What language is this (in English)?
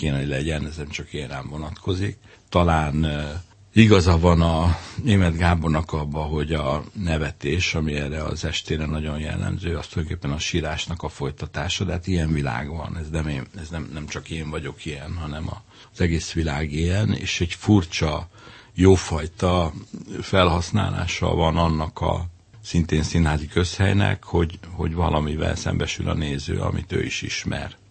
Hungarian